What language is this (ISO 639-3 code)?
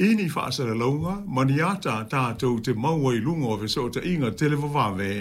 smo